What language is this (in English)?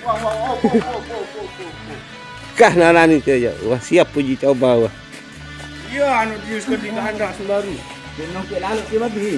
Sasak